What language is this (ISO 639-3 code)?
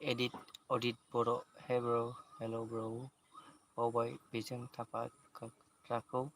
brx